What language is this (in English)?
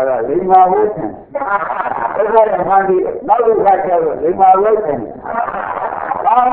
Burmese